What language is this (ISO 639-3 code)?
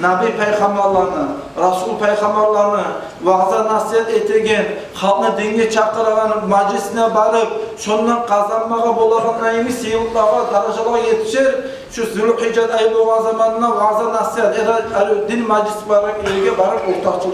kum